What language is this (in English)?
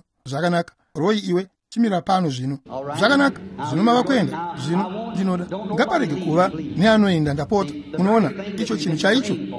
Shona